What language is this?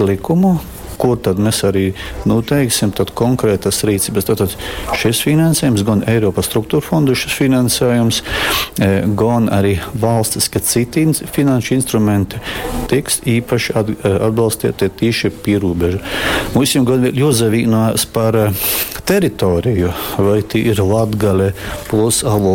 Latgalian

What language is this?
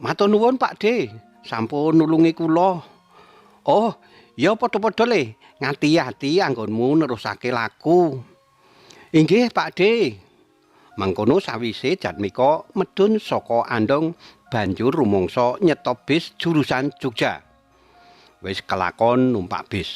Javanese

